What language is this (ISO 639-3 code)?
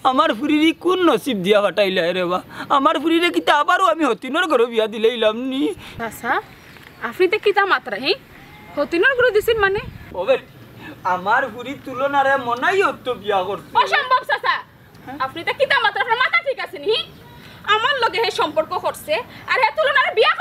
syl